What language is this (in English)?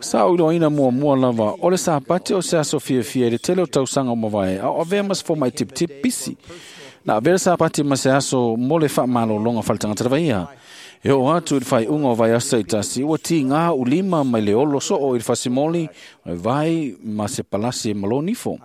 Samoan